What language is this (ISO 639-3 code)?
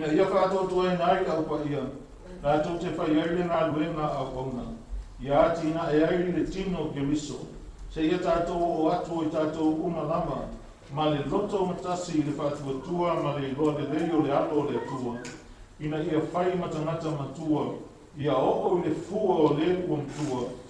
smo